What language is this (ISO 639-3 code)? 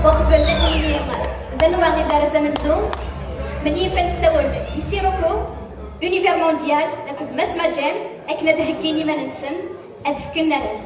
kab